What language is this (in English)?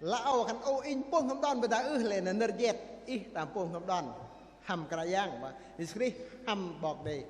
Bahnar